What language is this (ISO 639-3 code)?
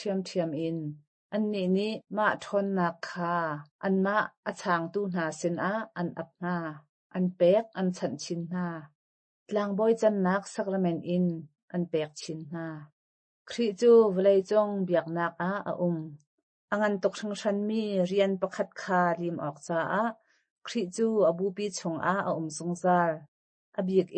cnh